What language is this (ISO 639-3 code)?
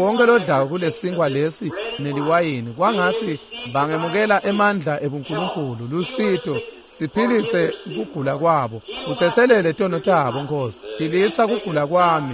ssw